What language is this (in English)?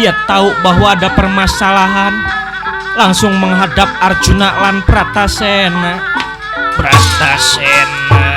Betawi